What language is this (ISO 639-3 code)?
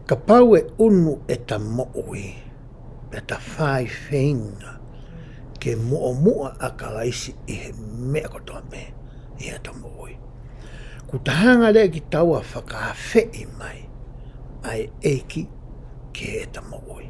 ton